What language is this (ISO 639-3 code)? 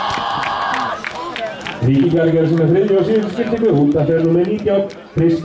isl